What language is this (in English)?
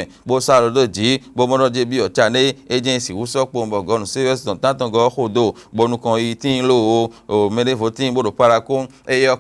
Fon